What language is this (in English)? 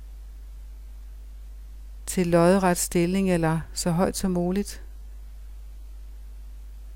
Danish